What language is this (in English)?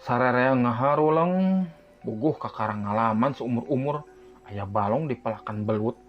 Sundanese